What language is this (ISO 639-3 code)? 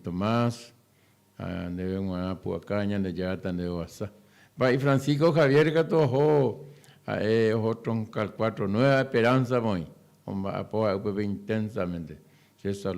grn